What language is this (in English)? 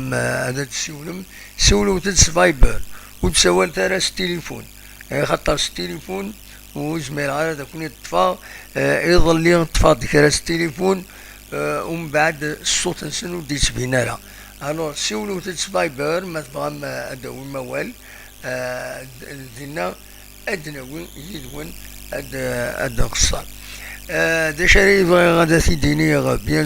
Kabyle